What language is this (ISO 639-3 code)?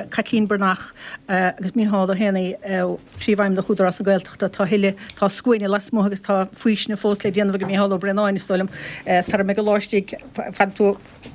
gle